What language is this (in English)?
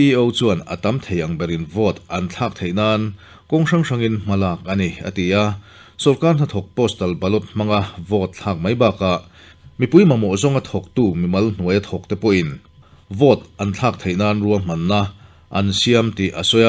Mizo